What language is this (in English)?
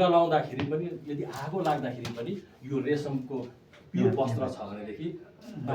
Nepali